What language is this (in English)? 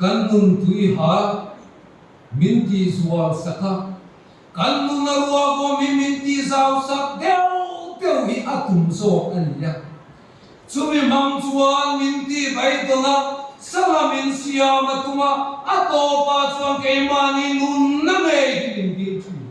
Mizo